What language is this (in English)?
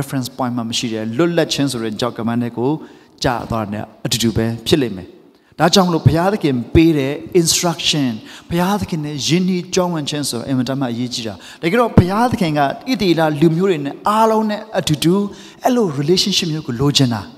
Burmese